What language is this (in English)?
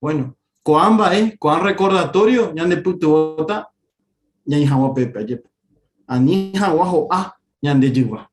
Guarani